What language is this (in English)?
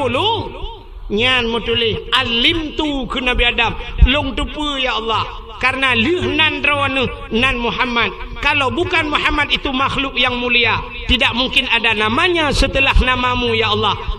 Achinese